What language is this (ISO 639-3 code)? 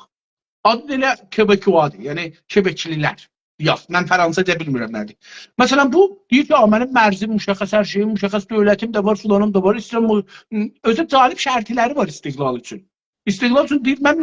azb